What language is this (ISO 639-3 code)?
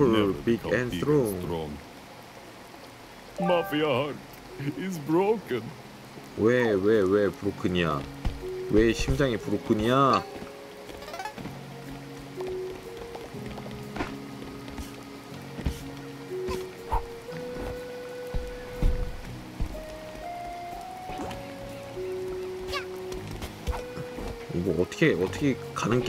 kor